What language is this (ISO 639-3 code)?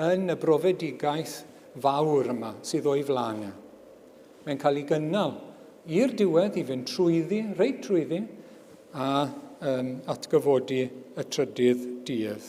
cym